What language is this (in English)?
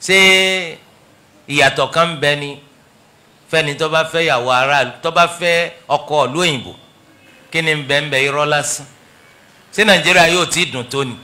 Yoruba